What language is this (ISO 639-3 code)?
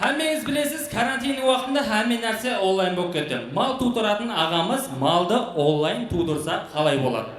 kaa